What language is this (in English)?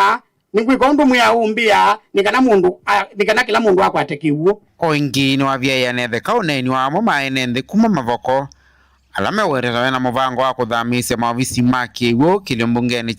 Kamba